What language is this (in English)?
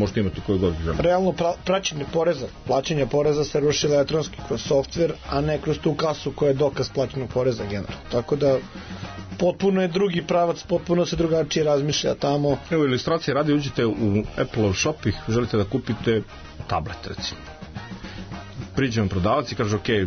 Serbian